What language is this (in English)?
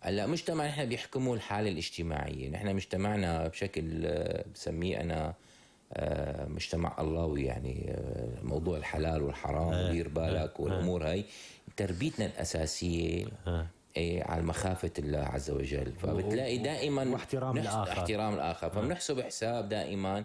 North Levantine Arabic